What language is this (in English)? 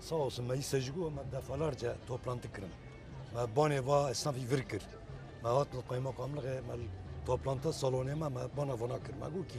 Kurdish